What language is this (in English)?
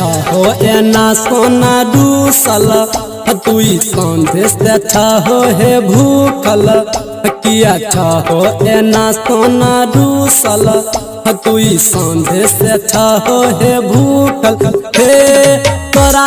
Bhojpuri